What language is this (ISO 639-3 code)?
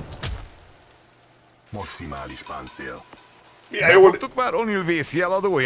hun